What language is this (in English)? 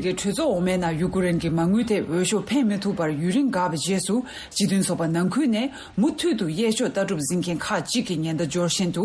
Tibetan